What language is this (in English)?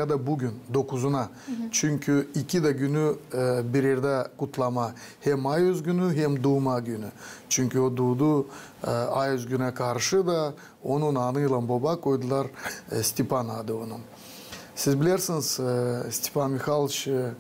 Gagauz